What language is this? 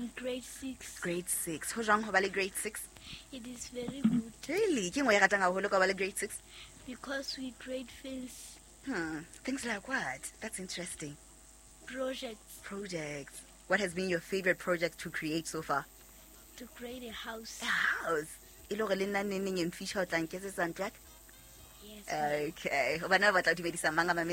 Southern Sotho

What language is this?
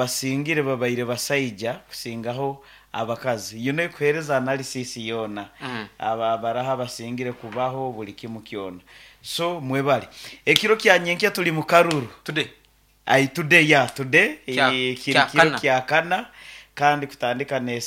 Nyankole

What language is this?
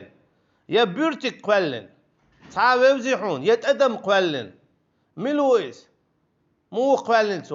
Chechen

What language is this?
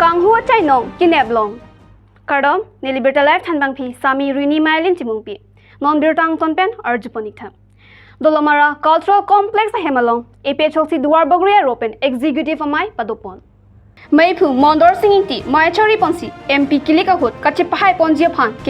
Karbi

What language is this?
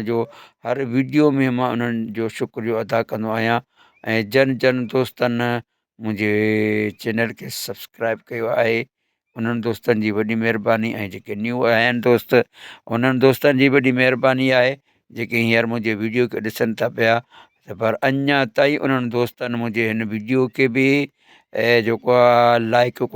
Sindhi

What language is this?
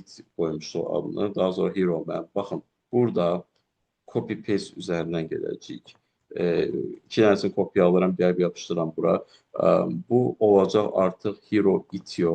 Azerbaijani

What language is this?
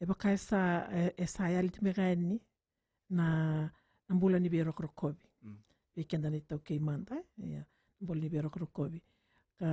Fijian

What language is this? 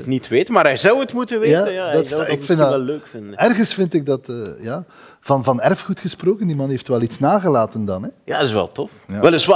Dutch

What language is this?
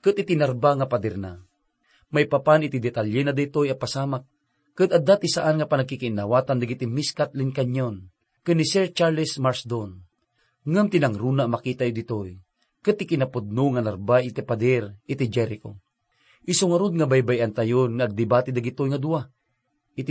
Iloko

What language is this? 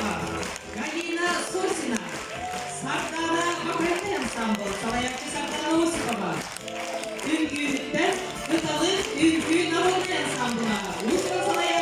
Yakut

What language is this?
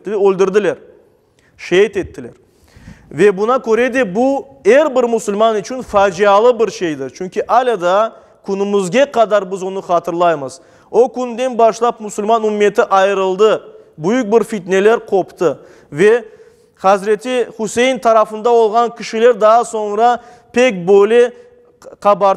Crimean Tatar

